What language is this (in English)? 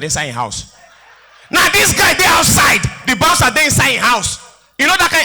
Nigerian Pidgin